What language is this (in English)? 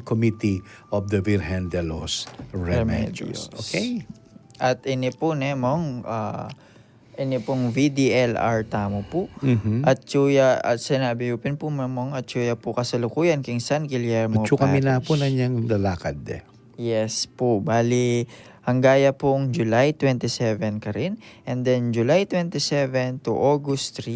Pampanga